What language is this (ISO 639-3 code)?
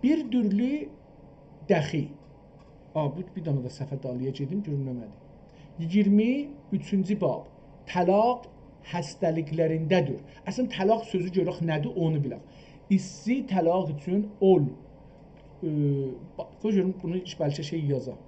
azb